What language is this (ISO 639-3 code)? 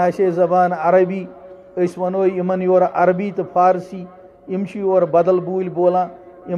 kas